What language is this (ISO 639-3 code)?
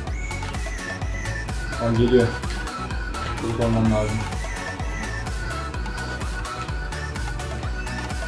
tur